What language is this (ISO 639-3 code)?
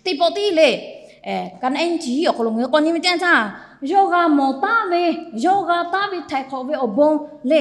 lhu